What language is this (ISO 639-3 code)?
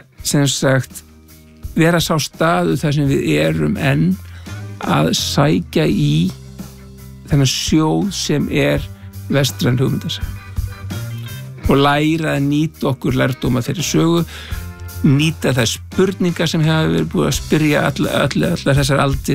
isl